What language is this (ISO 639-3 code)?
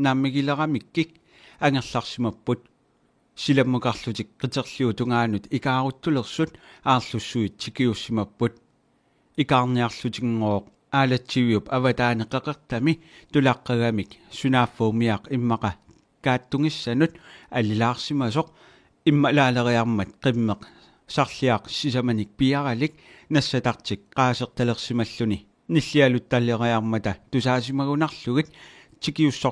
kal